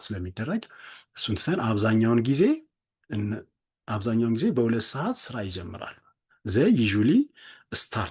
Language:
Amharic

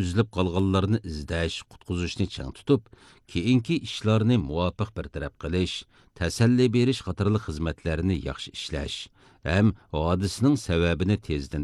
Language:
Uyghur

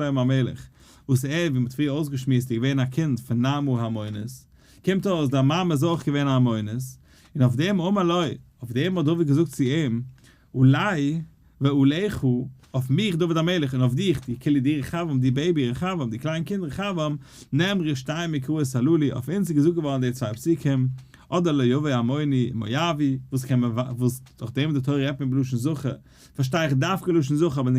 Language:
Yiddish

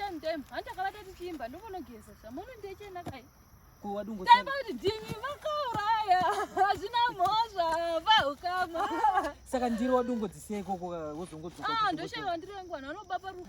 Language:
Shona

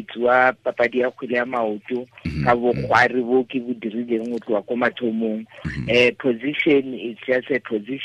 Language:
Tswana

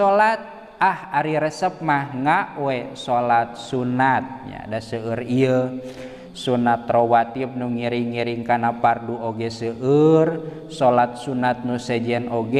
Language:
Sundanese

